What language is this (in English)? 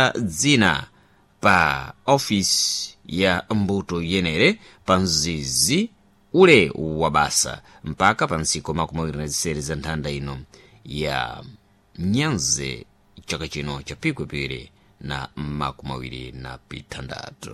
Sena